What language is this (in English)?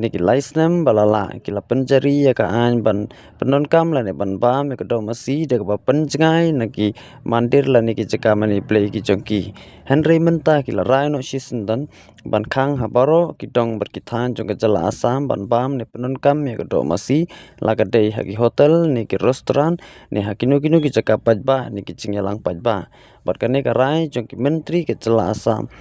Khasi